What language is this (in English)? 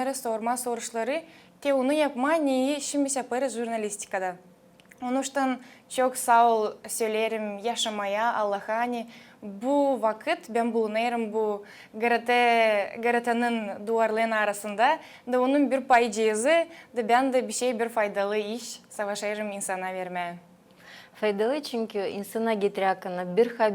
Gagauz